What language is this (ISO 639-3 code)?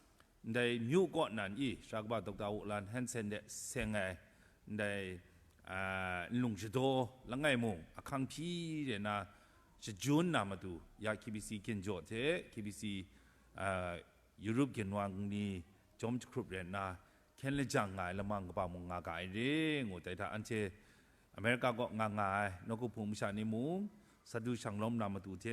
kac